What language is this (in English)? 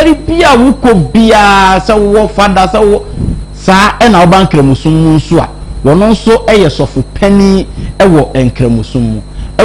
Akan